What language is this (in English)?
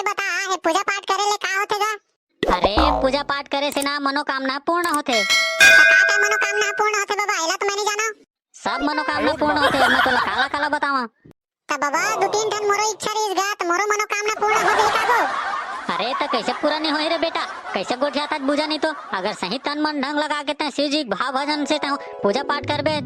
Chhattisgarhi